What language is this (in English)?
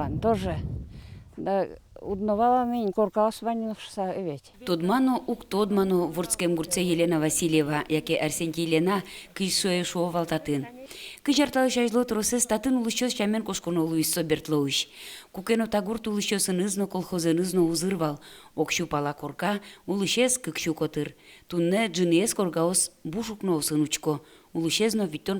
Udmurt